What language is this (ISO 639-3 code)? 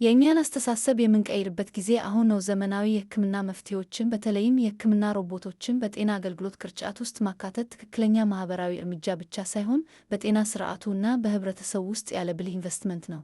amh